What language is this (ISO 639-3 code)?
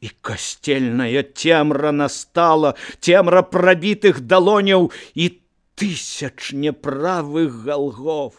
bel